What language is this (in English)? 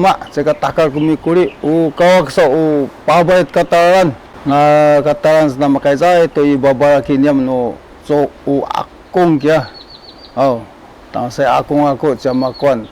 Sakizaya